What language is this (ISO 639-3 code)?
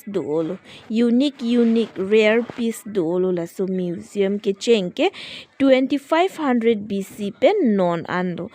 mjw